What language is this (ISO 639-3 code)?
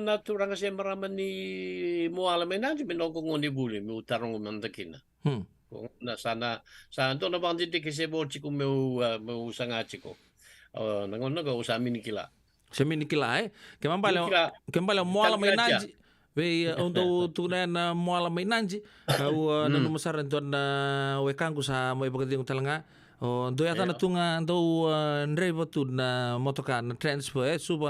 fij